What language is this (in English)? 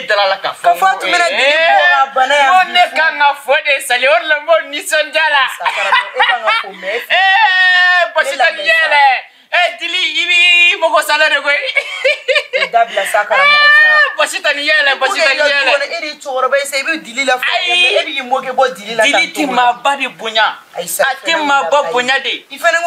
Bambara